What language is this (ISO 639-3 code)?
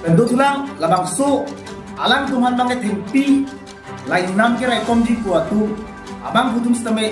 mjw